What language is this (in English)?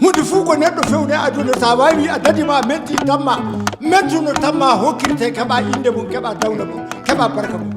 Maasina Fulfulde